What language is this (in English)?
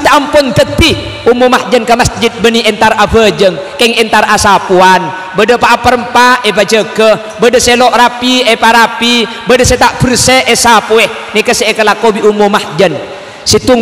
Madurese